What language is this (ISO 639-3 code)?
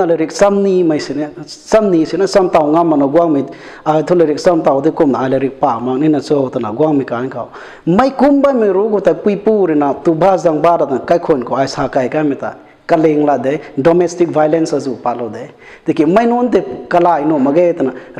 nbu